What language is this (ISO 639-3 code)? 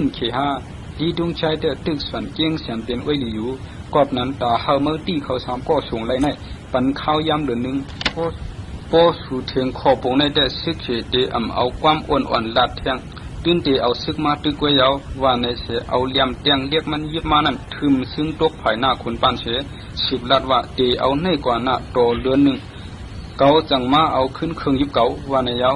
shn